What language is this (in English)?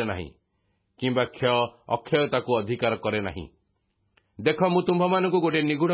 Odia